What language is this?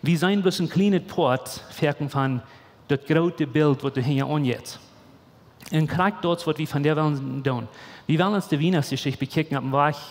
Plautdietsch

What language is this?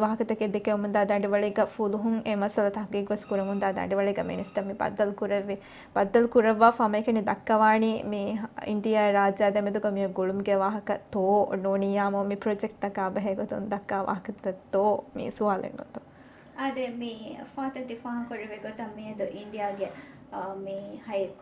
Divehi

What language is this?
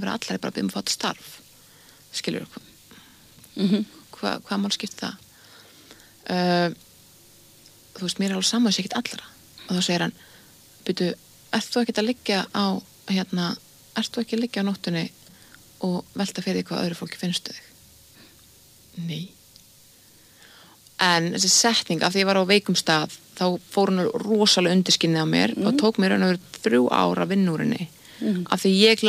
Icelandic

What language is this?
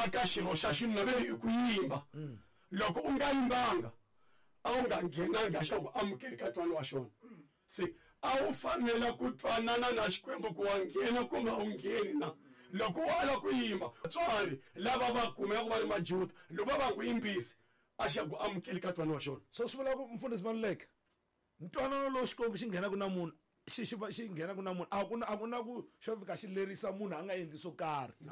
Tsonga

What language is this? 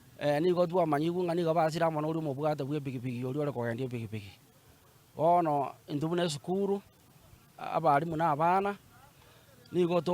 Gusii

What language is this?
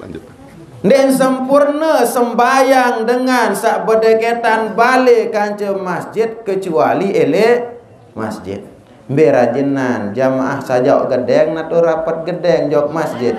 Sasak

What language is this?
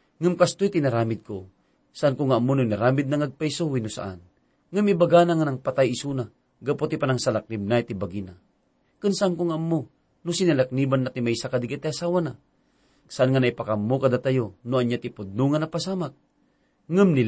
Iloko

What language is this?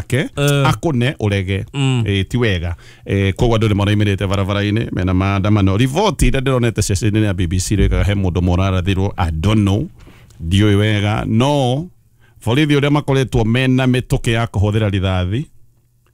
Kikuyu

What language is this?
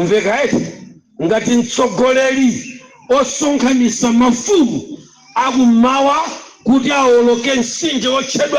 Nyanja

